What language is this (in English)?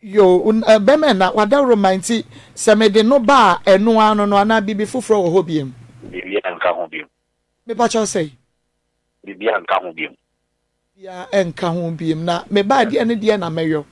Akan